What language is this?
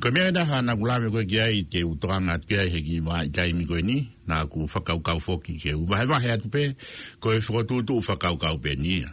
Tongan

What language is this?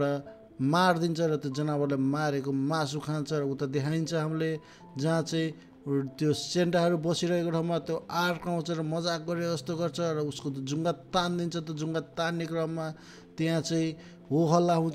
Nepali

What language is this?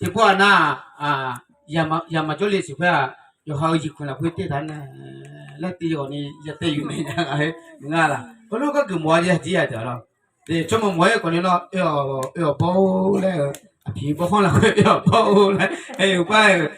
Akha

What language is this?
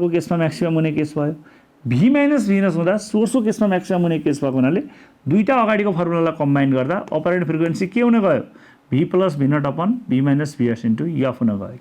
Nepali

